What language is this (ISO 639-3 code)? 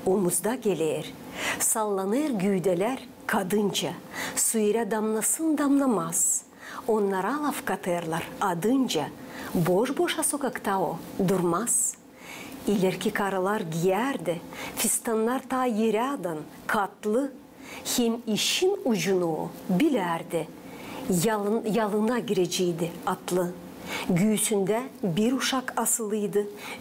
gag